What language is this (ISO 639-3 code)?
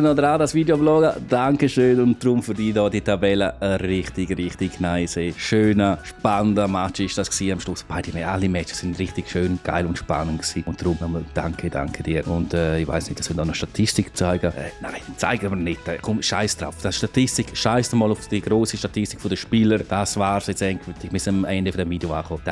gsw